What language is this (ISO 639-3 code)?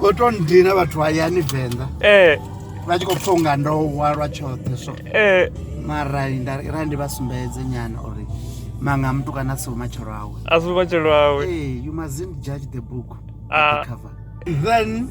ven